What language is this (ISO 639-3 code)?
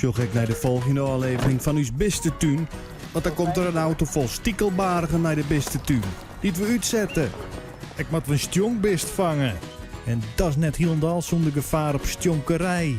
fry